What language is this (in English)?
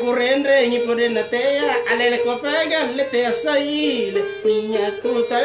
Makasar